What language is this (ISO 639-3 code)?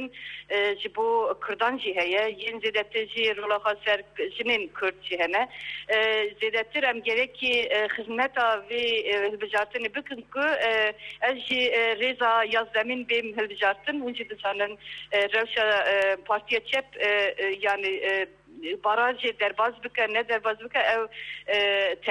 kur